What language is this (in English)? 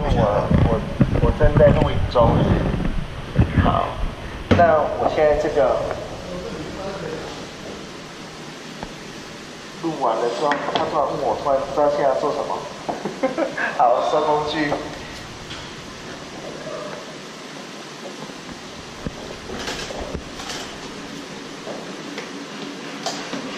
Chinese